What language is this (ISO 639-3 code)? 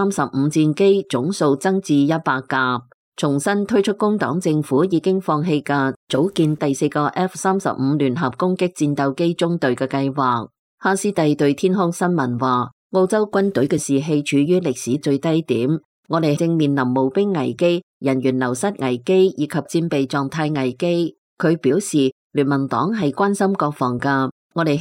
yue